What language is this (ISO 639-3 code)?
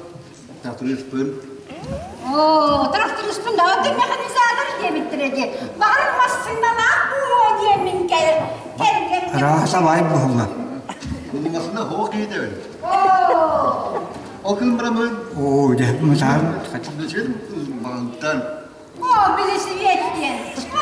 sah